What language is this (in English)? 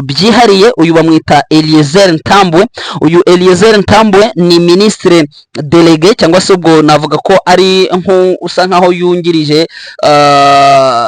Kinyarwanda